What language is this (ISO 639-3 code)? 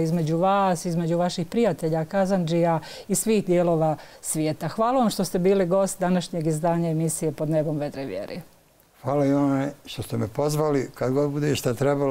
bos